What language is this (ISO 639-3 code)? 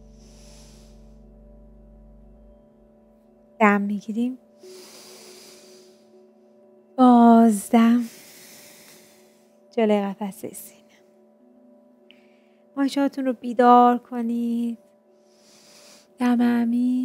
fas